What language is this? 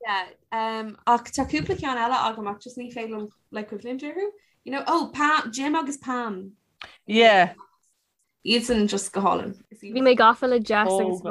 Irish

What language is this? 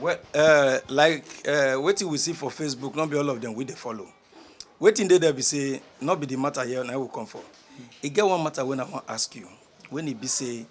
Nigerian Pidgin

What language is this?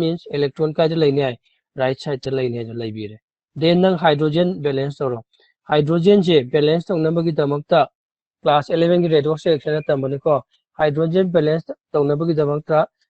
Manipuri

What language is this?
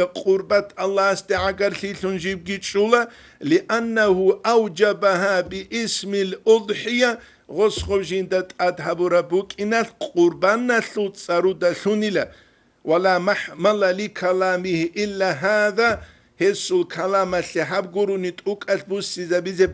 Avaric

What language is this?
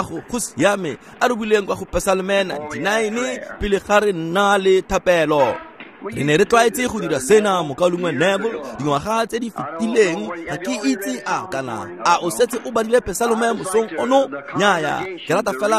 Tswana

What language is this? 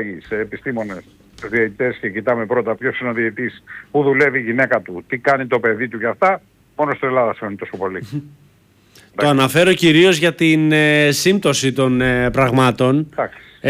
Greek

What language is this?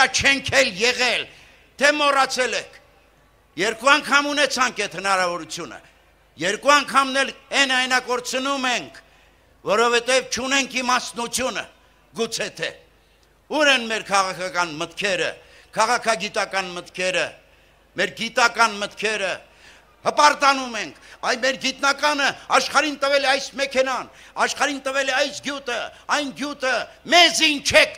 Armenian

